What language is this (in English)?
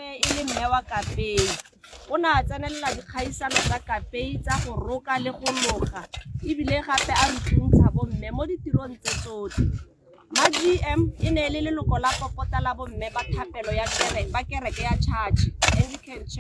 Tswana